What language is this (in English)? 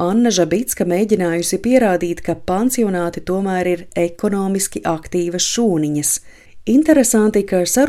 Latvian